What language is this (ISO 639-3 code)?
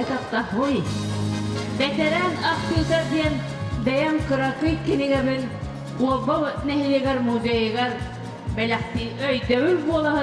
sah